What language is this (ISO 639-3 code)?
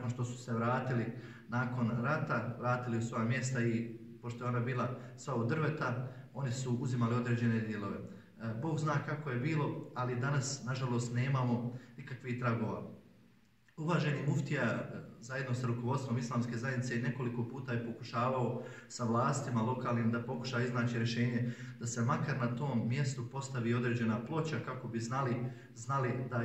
bos